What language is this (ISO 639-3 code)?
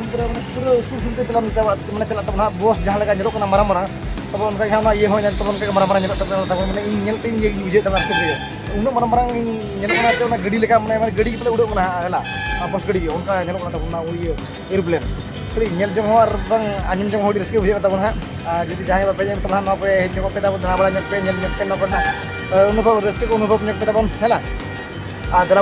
sat